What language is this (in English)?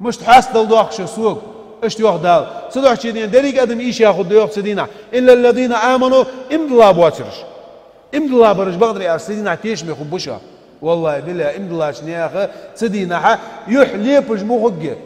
Ingush